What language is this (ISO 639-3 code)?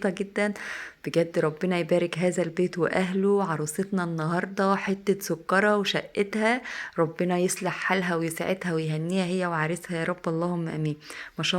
arz